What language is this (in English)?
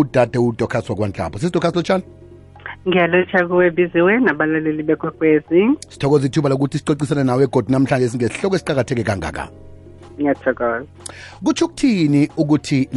South Ndebele